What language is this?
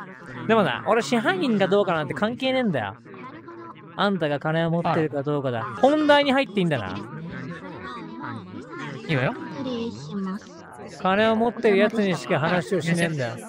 Japanese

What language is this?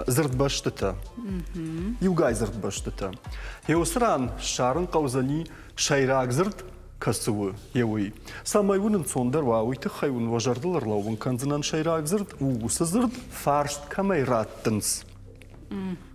Ossetic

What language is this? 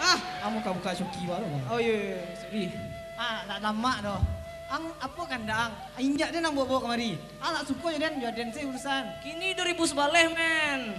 Minangkabau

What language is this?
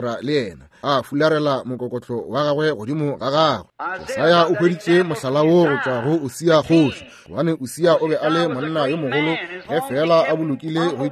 Northern Sotho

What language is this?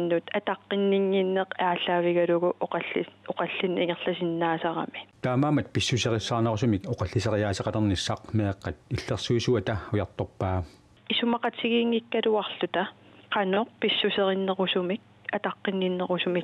Kalaallisut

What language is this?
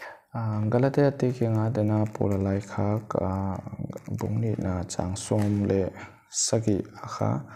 Paite Chin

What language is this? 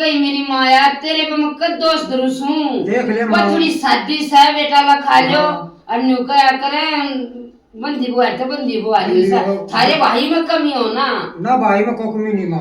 Haryanvi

